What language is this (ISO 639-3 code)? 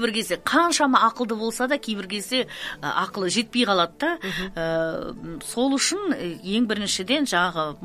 kaz